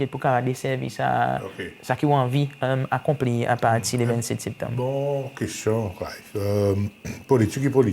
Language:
Seselwa Creole French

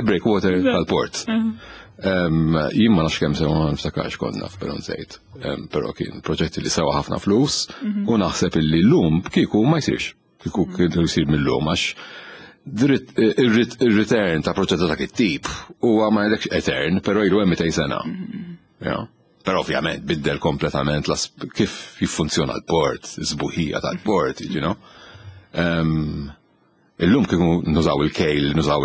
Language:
Maltese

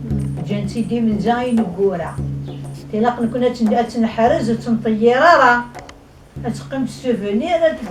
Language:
Kabyle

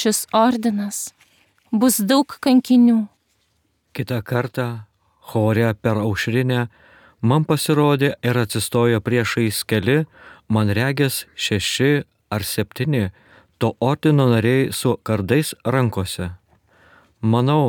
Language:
Lithuanian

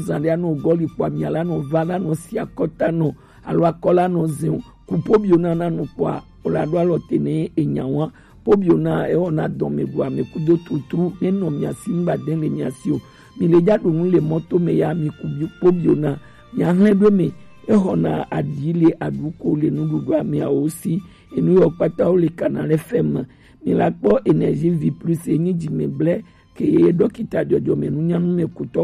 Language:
Gen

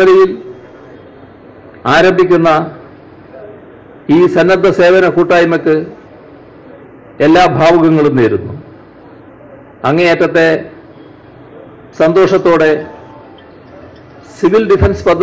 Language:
Malayalam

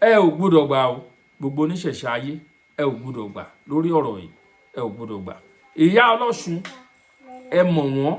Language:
Yoruba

